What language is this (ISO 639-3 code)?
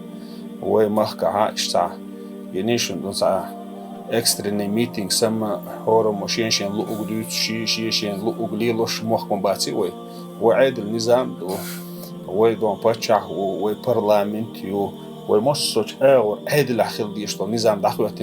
che